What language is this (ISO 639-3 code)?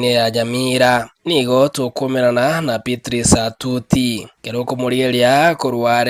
guz